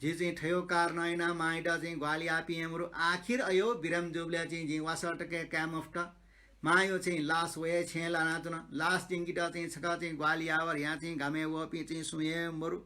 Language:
Newari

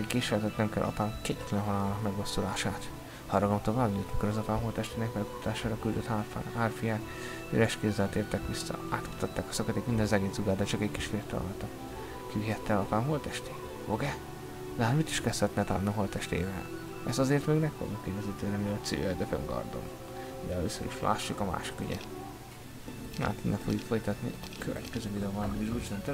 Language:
Hungarian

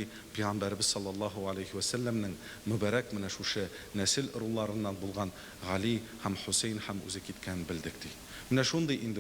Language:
Tatar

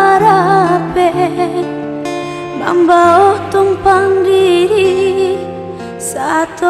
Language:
Minangkabau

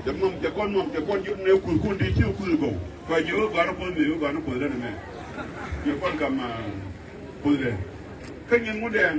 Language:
Nuer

